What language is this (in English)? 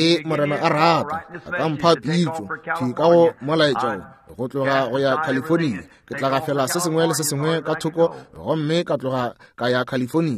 Northern Sotho